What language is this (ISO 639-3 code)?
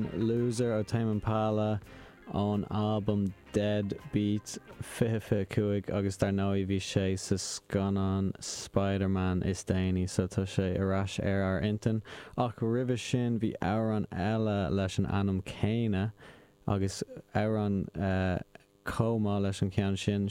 gle